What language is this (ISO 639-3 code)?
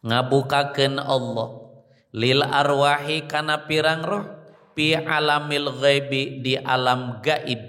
sun